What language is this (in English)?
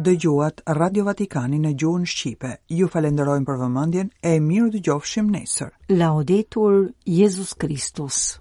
Albanian